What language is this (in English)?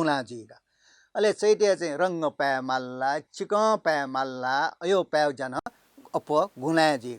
Newari